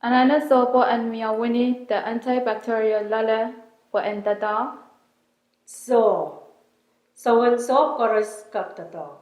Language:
Pohnpeian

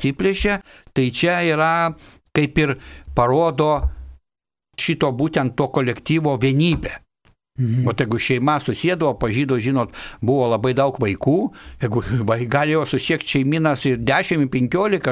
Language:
Lithuanian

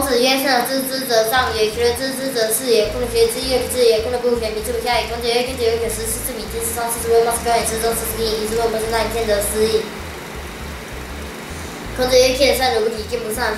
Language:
Literary Chinese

